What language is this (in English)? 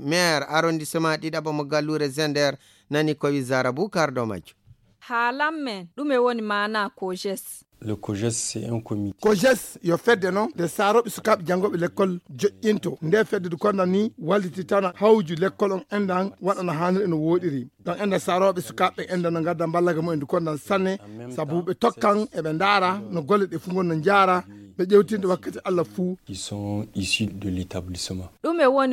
Fula